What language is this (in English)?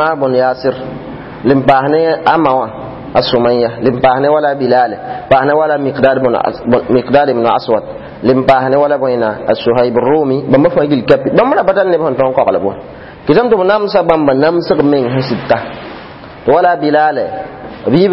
Mossi